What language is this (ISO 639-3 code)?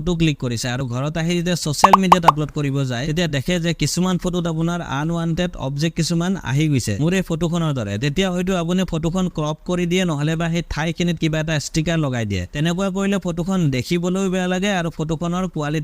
asm